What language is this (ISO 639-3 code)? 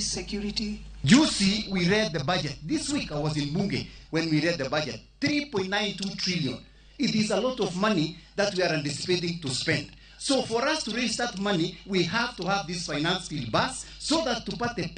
luo